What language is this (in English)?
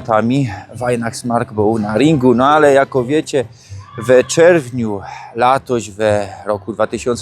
Silesian